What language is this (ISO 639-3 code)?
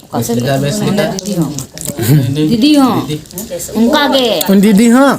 sat